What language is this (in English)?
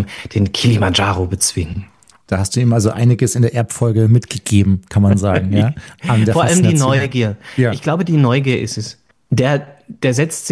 German